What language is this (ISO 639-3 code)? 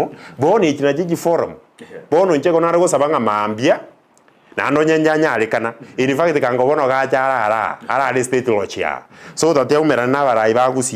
guz